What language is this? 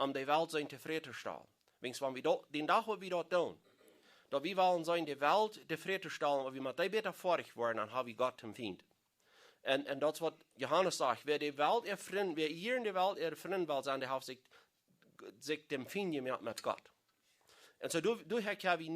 Plautdietsch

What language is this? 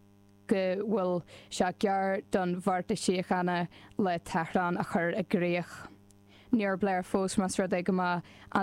Irish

